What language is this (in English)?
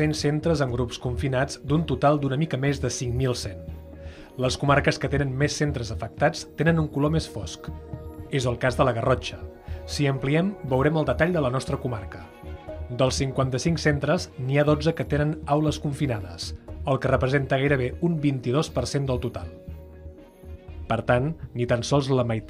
Catalan